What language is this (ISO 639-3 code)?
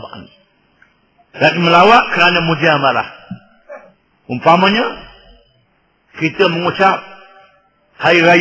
msa